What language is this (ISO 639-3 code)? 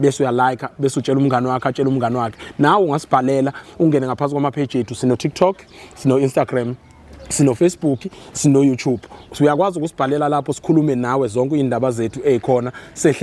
zul